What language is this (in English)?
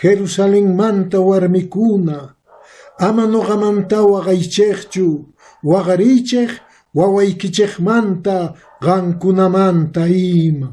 Quechua